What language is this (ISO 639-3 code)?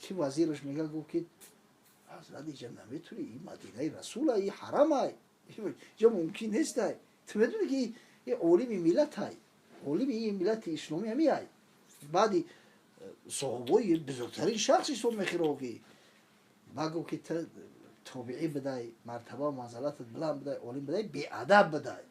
tgk